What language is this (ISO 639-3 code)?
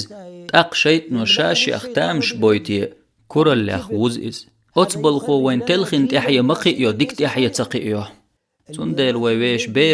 che